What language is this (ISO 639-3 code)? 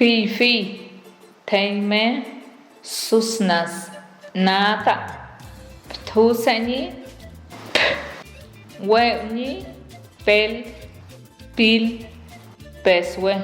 pbb